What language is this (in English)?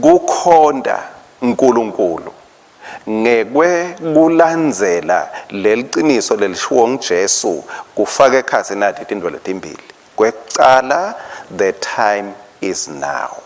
Swati